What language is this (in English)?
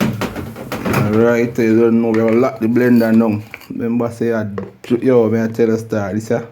Jamaican Creole English